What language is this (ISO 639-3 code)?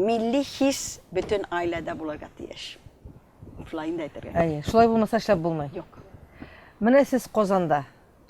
tat